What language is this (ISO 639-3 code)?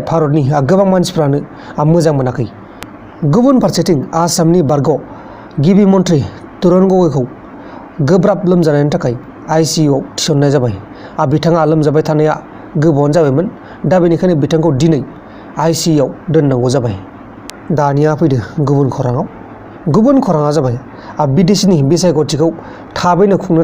brx